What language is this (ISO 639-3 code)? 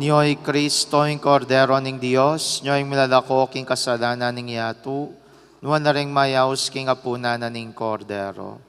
pam